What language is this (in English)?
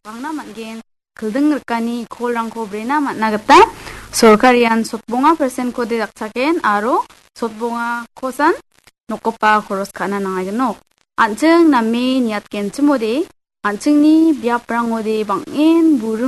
Garo